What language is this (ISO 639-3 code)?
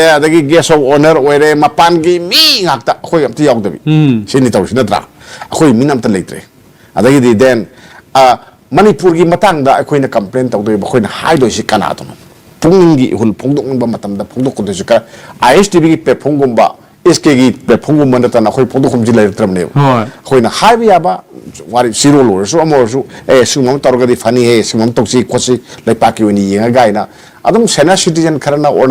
mni